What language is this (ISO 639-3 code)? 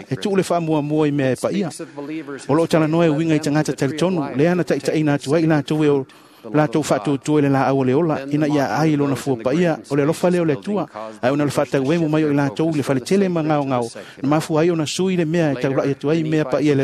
smo